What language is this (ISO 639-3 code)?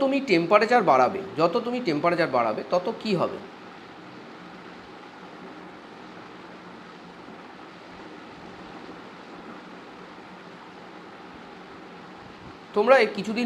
ben